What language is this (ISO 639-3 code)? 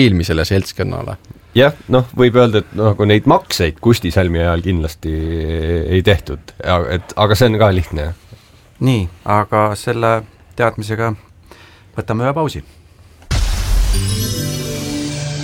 est